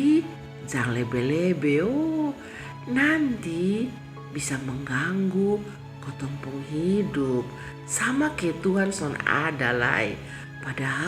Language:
Kupang Malay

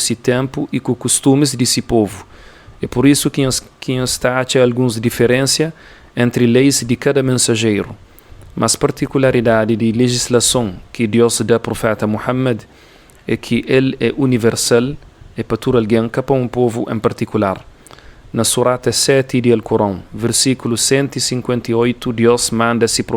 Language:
Kabuverdianu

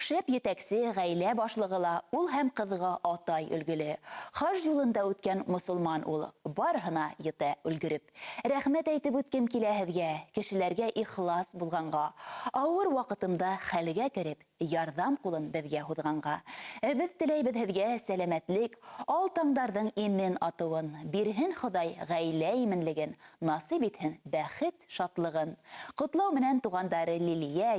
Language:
Bashkir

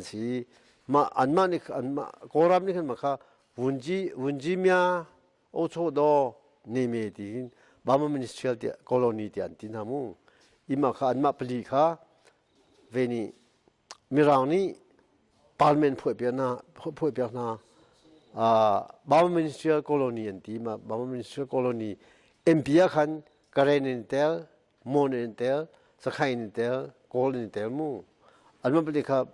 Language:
Hakha Chin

